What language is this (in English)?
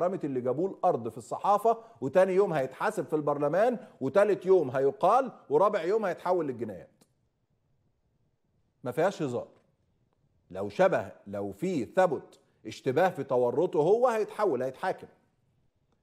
Egyptian Arabic